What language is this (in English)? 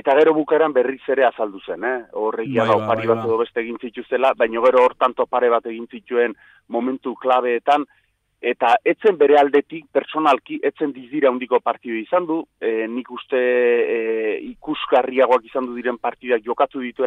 Basque